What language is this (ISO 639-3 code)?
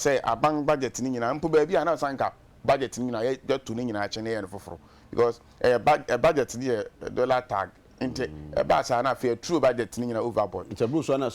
aka